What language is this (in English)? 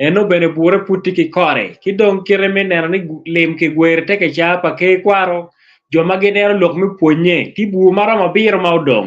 Acoli